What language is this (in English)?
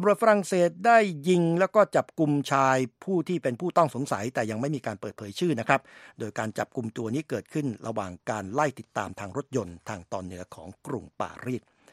Thai